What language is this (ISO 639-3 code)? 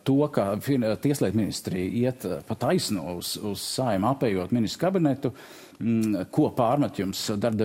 lav